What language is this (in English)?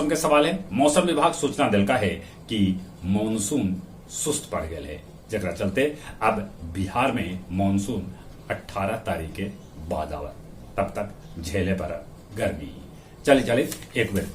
Magahi